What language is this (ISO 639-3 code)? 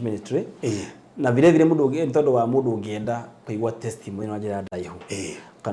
kik